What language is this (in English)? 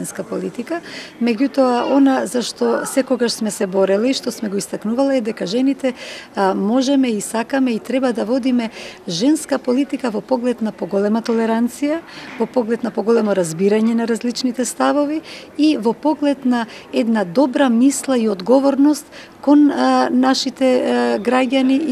Macedonian